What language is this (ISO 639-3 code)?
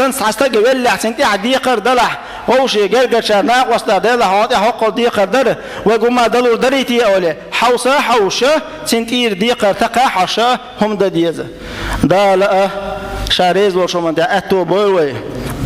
che